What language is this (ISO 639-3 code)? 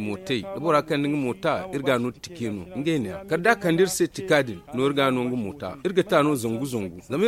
dje